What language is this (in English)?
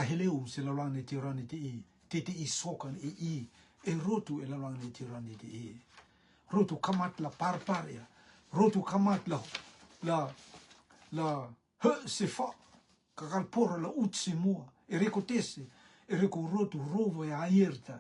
Rotuman